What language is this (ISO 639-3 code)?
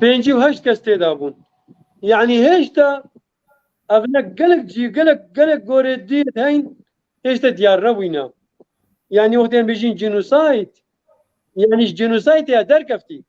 kur